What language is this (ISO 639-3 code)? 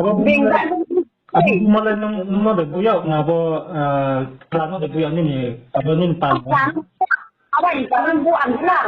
ria